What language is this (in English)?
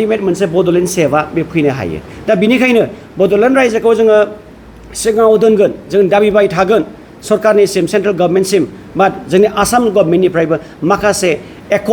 Bodo